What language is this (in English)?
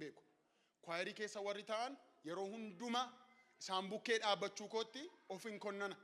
Oromo